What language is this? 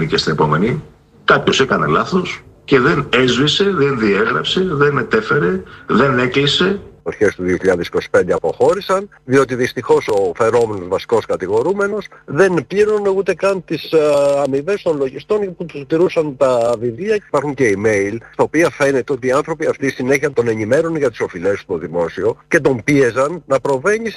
Greek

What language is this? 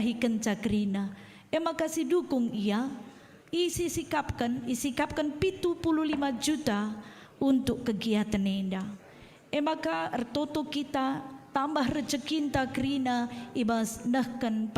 Batak Karo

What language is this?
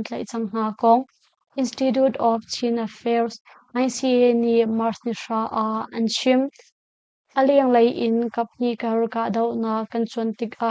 Hakha Chin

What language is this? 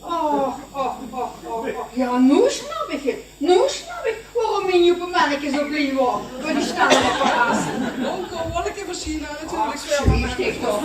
Limburgish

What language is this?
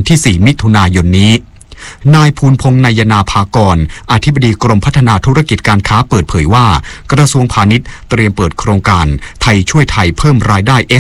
Thai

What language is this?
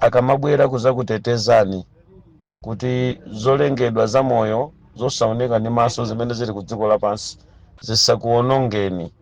Nyanja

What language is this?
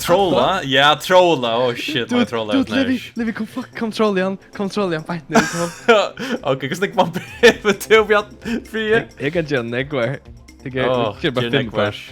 Faroese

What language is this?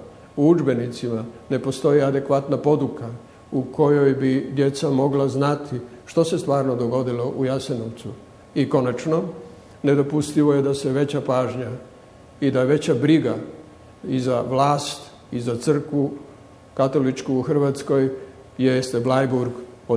Croatian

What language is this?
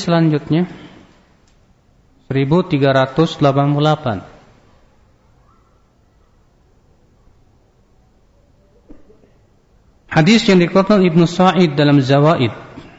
Indonesian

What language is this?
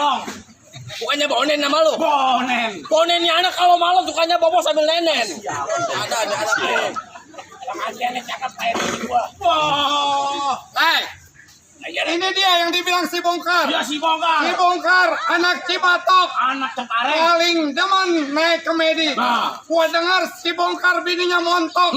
Betawi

